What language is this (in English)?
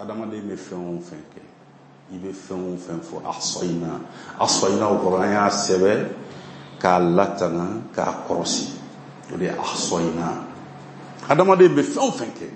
Bambara